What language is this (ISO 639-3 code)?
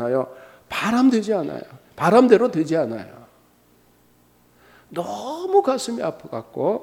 kor